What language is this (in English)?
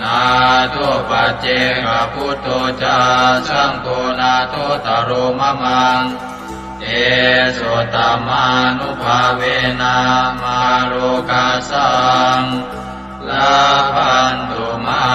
Pali